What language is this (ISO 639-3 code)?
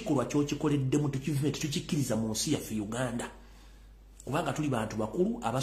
lug